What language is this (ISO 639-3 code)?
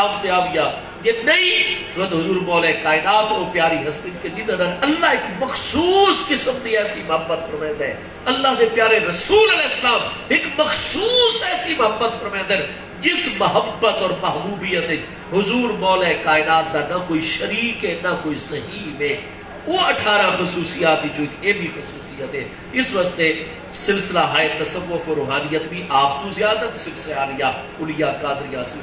skr